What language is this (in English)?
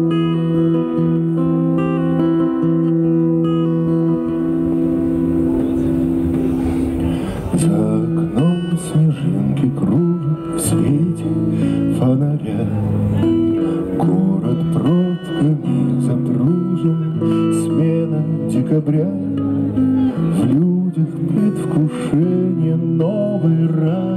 Russian